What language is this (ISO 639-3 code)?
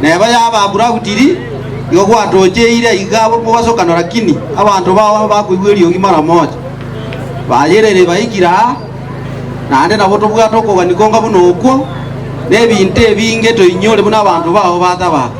guz